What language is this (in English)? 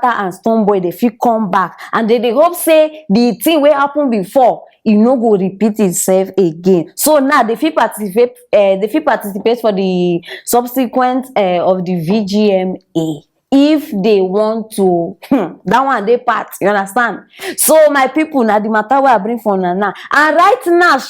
Nigerian Pidgin